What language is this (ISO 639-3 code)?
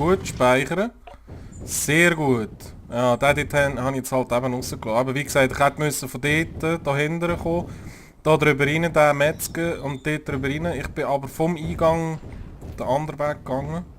gsw